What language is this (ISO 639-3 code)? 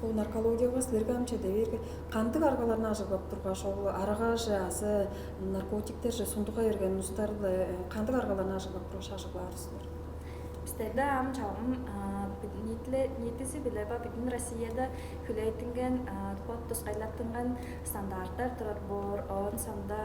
tyv